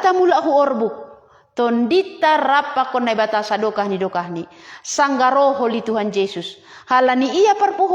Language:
Batak Simalungun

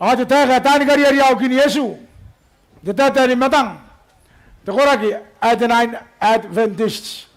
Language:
Gilbertese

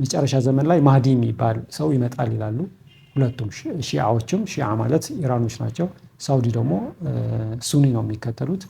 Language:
Amharic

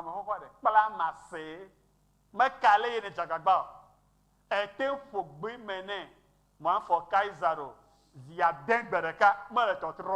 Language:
Ewe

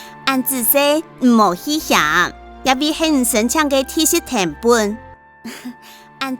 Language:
Hakka Chinese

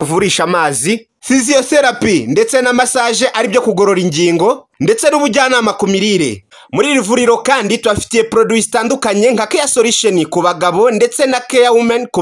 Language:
Kinyarwanda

